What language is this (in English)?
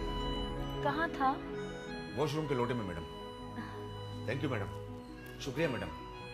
Hindi